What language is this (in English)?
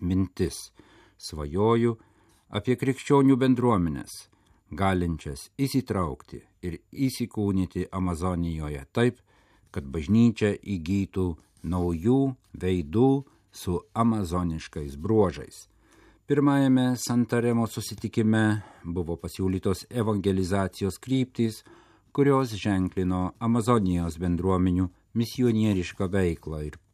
Lithuanian